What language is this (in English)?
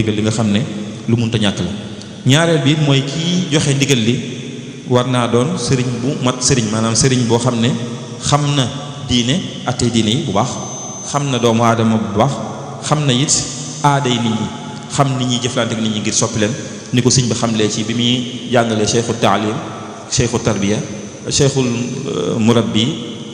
Wolof